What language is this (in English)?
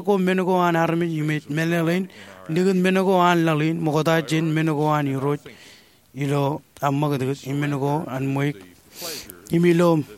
Marshallese